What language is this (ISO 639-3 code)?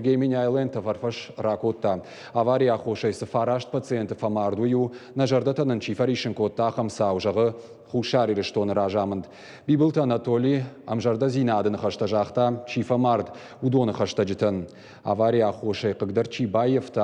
oss